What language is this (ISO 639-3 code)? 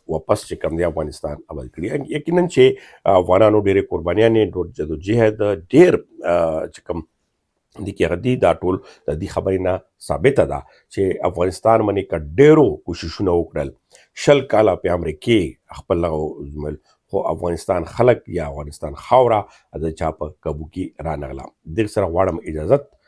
pus